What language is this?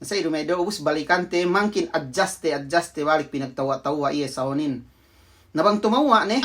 Yakan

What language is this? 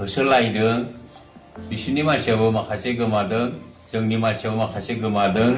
Bodo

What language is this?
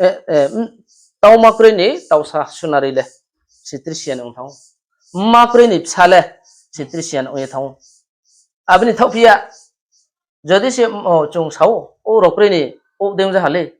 Riang (India)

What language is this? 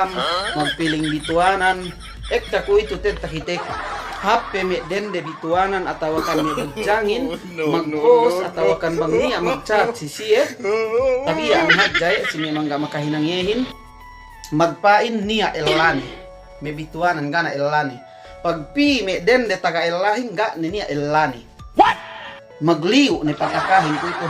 Yakan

